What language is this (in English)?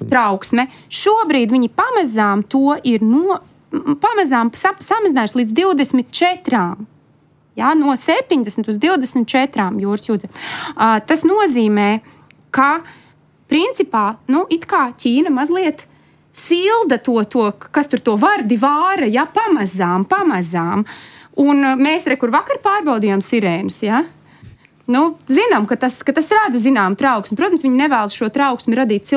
Latvian